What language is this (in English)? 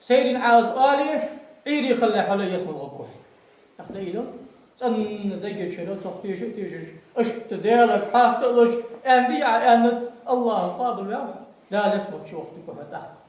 Ingush